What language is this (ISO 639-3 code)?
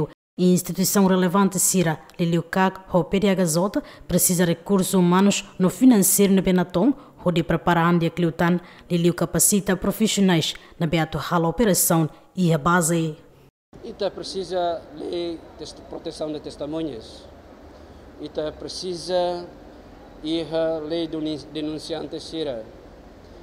tet